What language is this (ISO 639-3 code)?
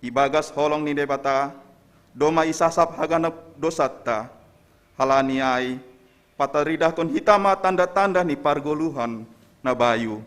bts